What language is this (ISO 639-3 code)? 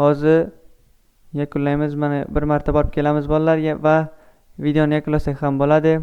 uzb